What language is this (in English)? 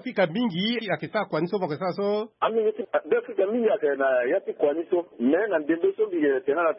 Sango